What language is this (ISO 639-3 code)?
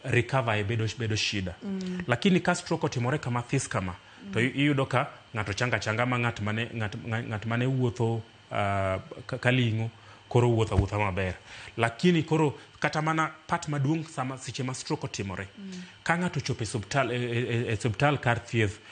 luo